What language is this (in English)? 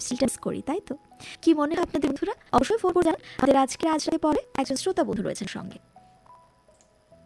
Bangla